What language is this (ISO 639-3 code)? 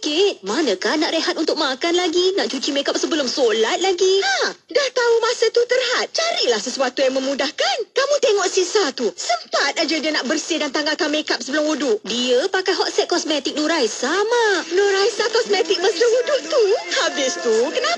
msa